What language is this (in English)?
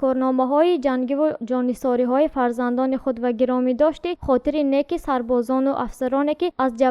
Tajik